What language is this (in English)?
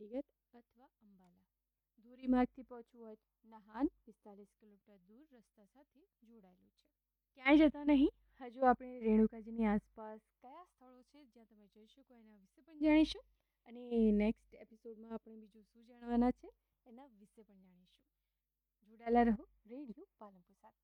Gujarati